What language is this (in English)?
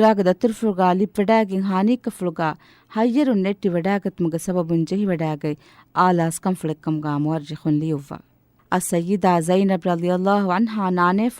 Divehi